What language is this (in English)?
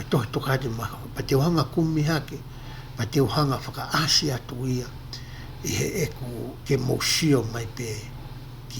Tongan